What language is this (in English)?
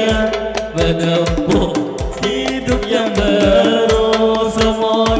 Banjar